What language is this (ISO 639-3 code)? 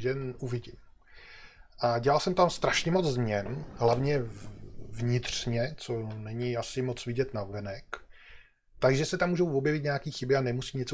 ces